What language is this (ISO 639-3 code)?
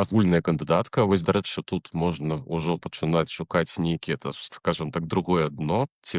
bel